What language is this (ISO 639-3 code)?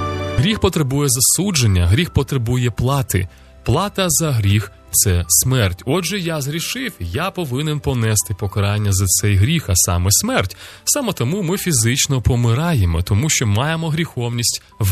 ukr